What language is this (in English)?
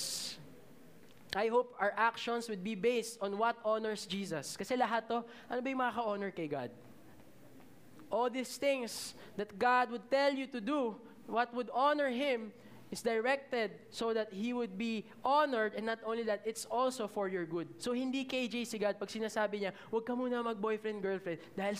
Filipino